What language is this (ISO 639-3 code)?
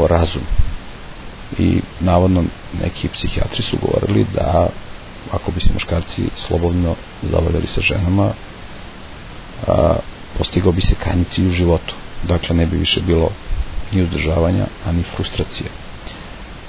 srp